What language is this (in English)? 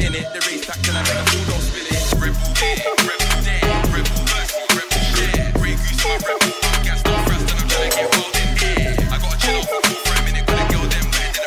English